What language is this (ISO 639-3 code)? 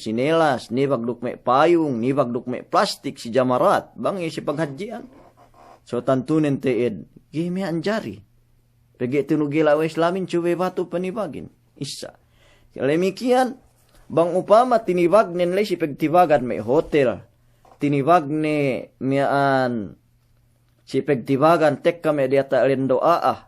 yka